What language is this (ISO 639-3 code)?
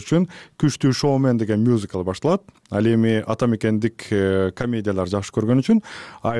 kir